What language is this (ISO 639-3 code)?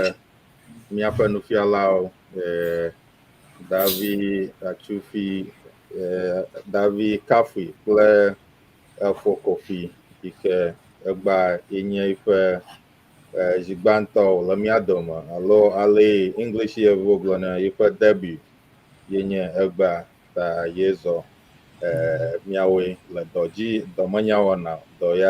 ewe